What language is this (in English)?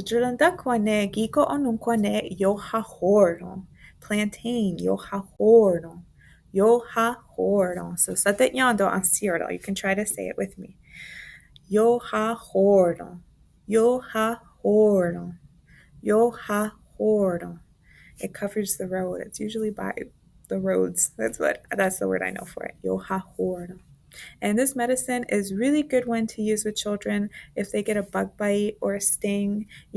Mohawk